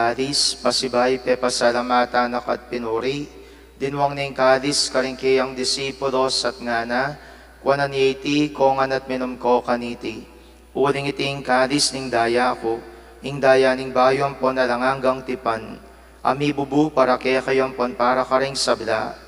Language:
Pampanga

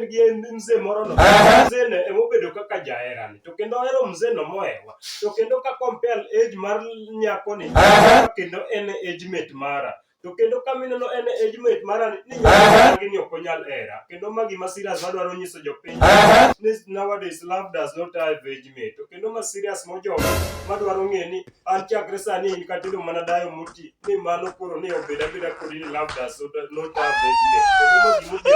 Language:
Luo (Kenya and Tanzania)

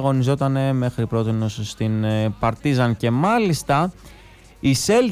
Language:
Greek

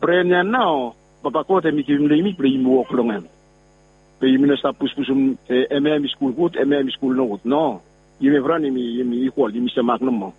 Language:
Bislama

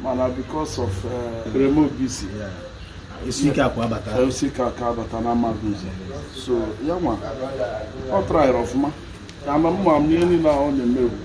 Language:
Igbo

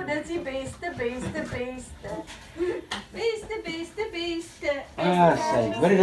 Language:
Afrikaans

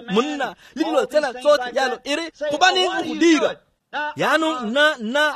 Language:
Tswana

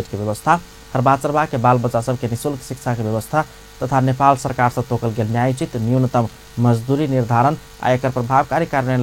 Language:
Maithili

